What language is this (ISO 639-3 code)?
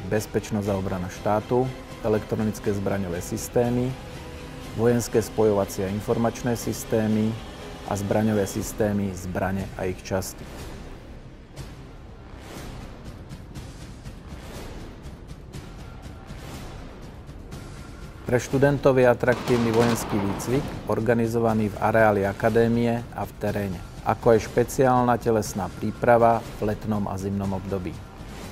slk